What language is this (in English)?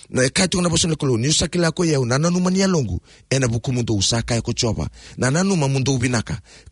Fijian